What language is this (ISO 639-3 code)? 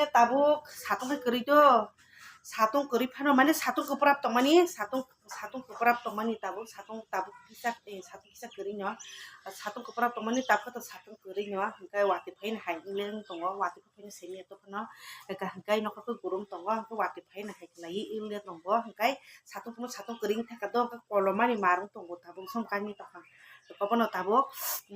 trp